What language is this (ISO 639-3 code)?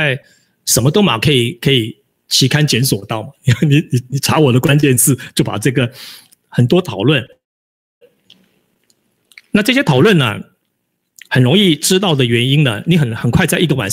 zho